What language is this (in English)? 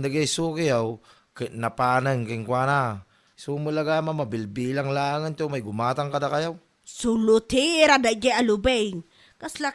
Iloko